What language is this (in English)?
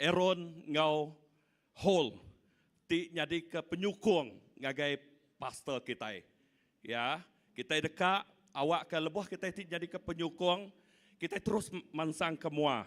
Iban